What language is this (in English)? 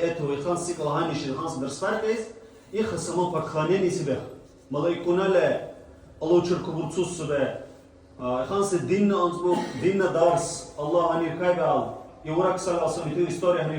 Dargwa